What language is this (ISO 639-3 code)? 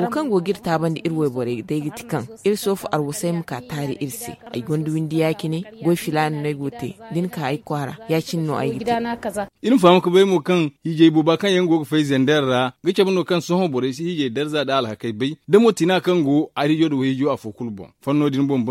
dje